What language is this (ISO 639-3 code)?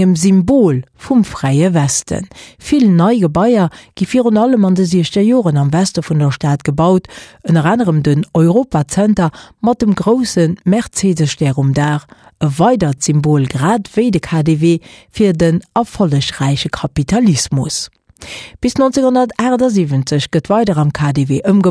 ltz